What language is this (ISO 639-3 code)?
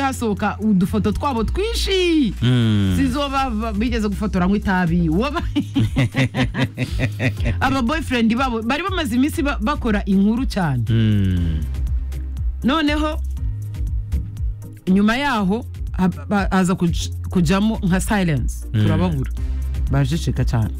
kin